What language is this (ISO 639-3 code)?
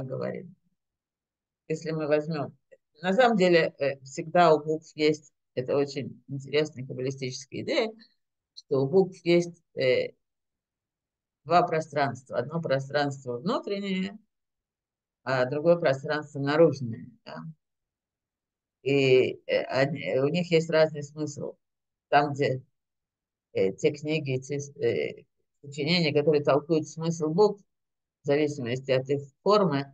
rus